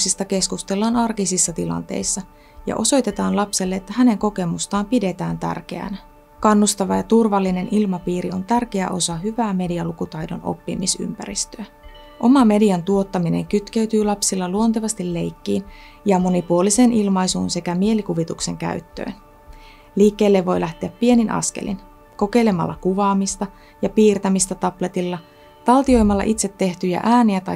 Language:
Finnish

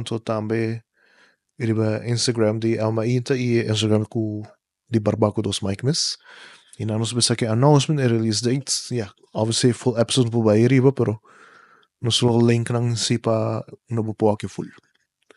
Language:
Papiamento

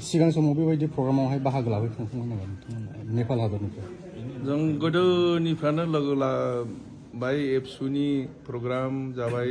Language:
Bodo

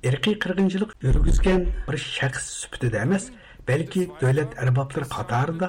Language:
Uyghur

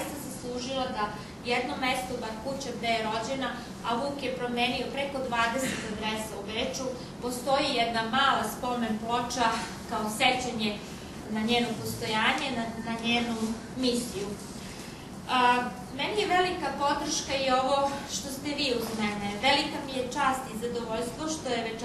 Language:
Serbian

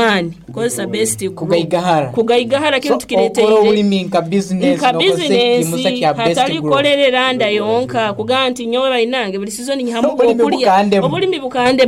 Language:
Nyoro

